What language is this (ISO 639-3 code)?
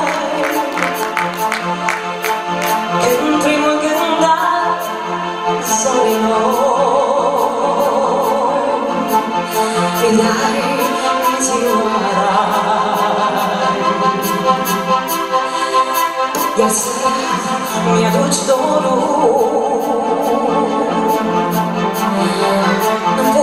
ron